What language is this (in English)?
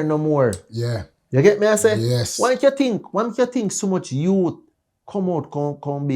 Jamaican Creole English